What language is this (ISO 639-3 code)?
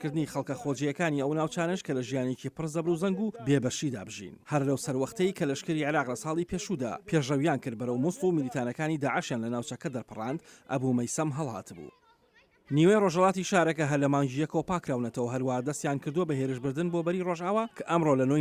ckb